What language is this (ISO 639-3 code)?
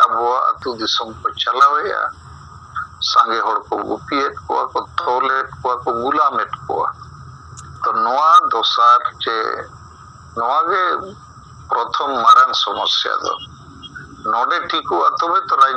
sat